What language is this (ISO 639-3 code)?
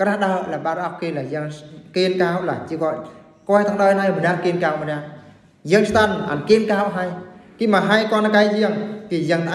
bru